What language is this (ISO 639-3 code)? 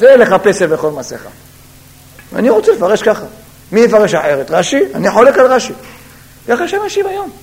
heb